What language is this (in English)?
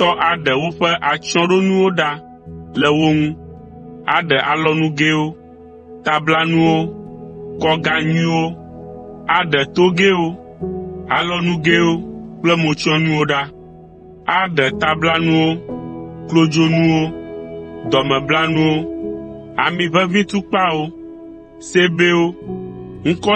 Ewe